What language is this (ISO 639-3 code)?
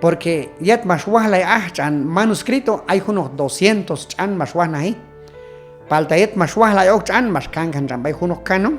kjb